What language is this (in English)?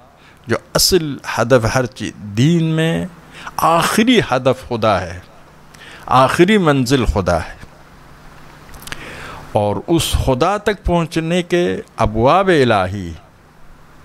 Urdu